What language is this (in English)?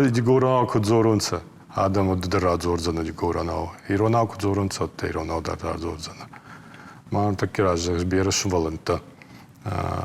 Ossetic